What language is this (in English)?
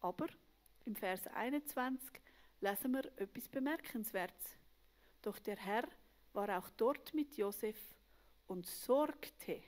Swiss German